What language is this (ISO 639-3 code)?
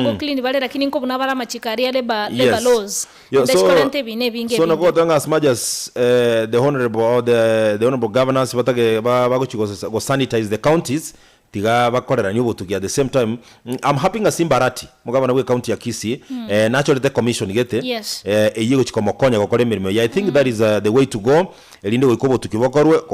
guz